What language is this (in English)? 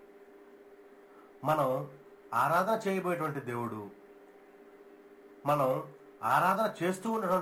Telugu